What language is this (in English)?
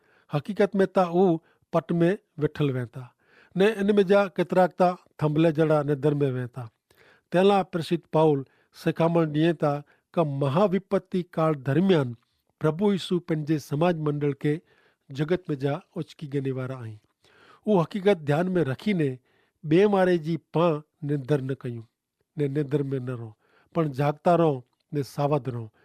Kachhi